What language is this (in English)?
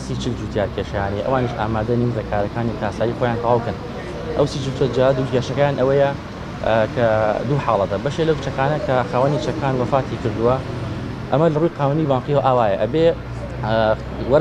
Central Kurdish